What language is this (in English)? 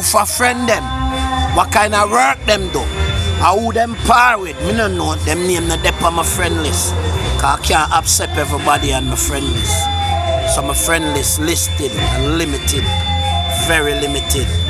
Jamaican Creole English